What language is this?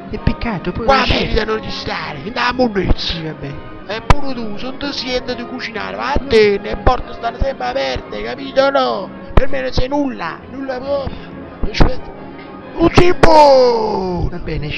Neapolitan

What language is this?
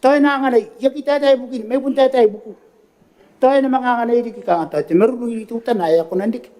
Gilbertese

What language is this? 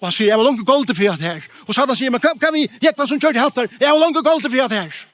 Faroese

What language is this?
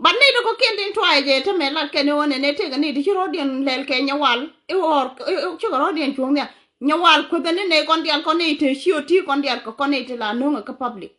Nuer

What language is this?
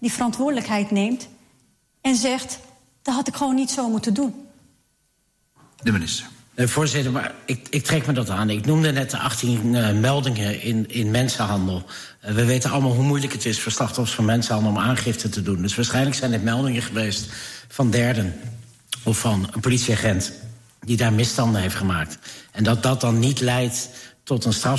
Dutch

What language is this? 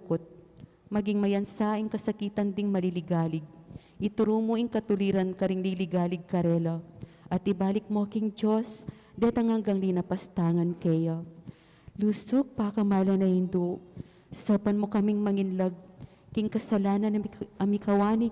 Pampanga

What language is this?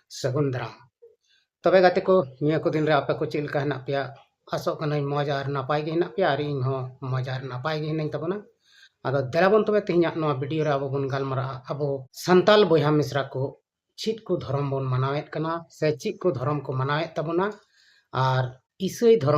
Santali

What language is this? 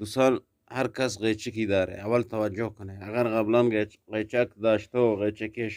Eastern Balochi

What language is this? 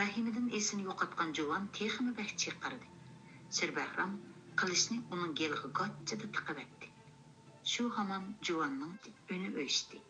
Uyghur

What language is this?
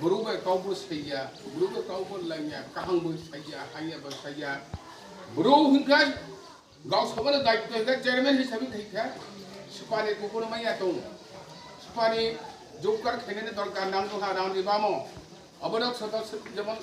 Kok Borok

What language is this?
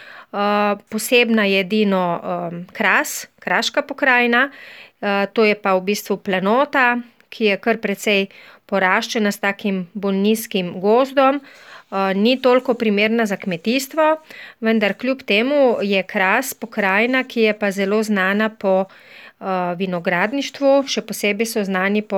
Slovenian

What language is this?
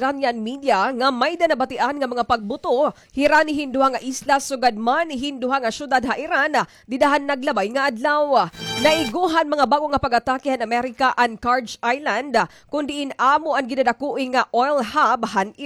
Waray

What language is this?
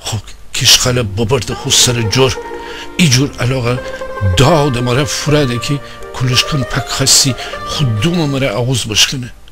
Gilaki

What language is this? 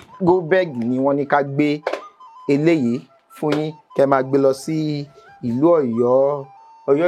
Yoruba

